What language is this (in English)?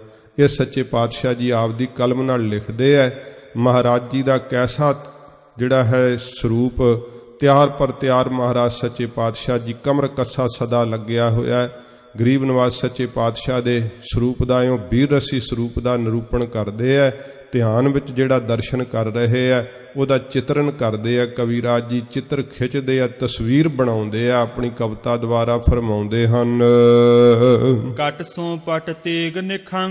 Punjabi